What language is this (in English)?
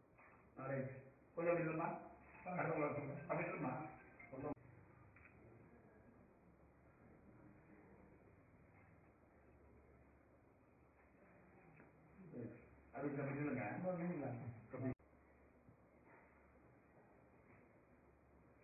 Tamil